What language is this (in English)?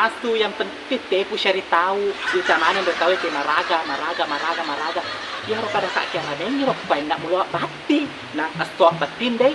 Buginese